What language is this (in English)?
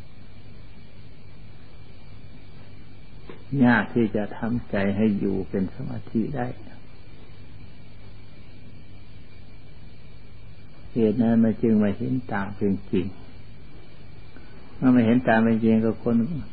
Thai